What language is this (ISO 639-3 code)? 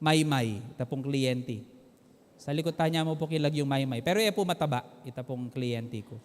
pam